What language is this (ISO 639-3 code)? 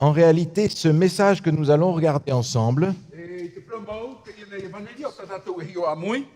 tah